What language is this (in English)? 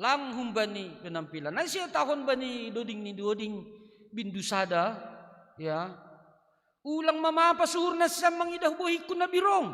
Batak Simalungun